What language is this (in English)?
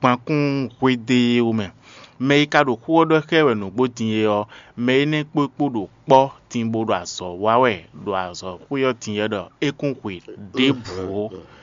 Fon